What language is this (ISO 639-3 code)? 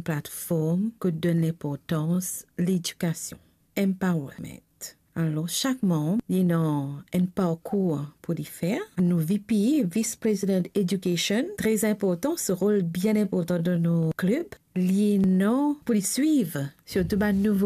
mfe